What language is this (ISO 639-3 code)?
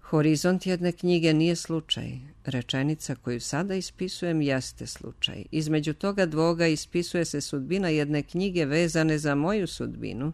srp